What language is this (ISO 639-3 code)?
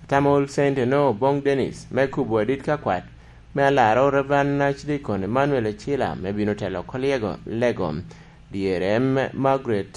laj